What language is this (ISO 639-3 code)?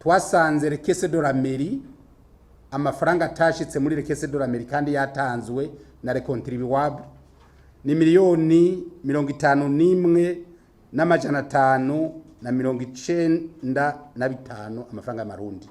run